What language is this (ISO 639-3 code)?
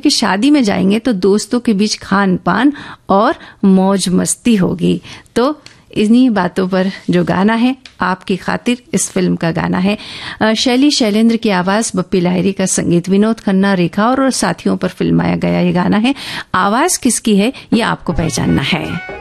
hin